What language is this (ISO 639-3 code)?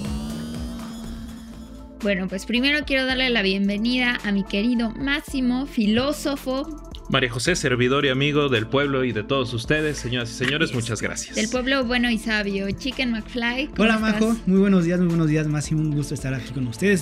spa